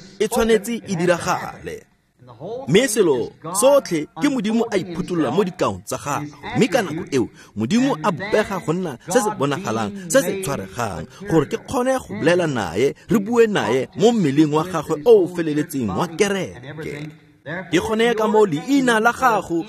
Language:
Tswana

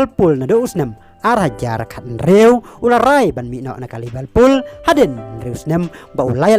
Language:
Khasi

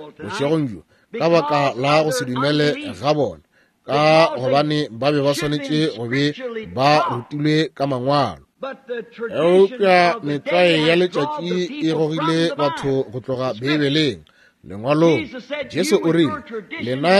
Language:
Northern Sotho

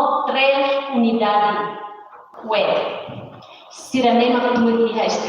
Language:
Tetum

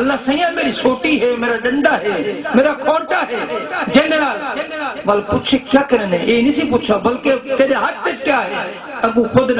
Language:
Saraiki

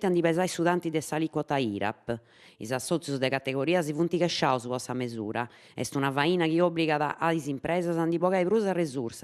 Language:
Sardinian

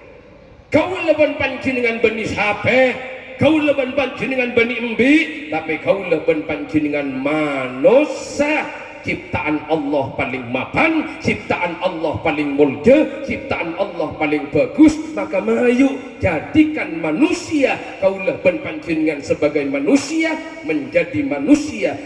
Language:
Madurese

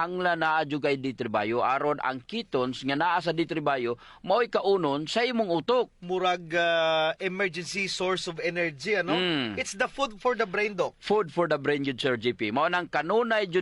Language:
Cebuano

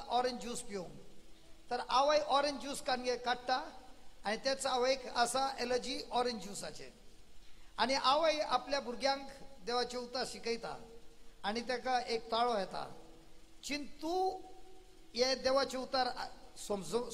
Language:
Konkani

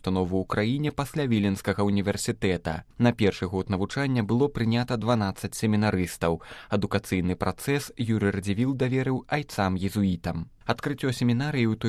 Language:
Belarusian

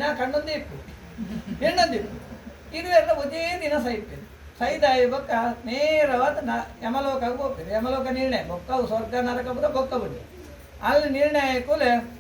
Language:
Tulu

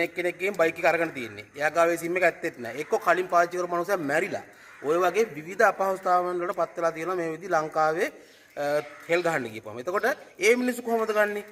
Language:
Sinhala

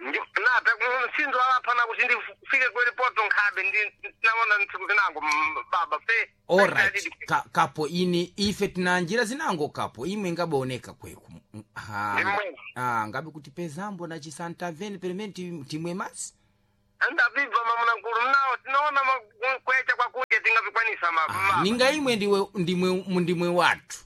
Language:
Sena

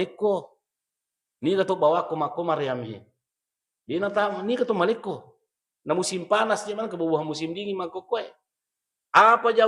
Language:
Buginese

